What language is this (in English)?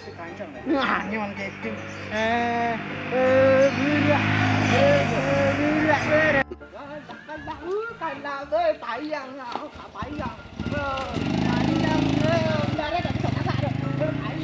Minangkabau